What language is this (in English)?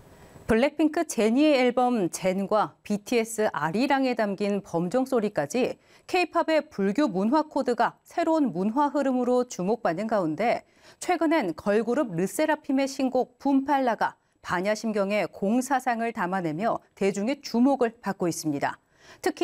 Korean